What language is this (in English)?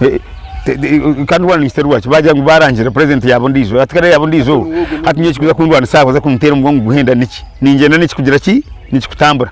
Nyankole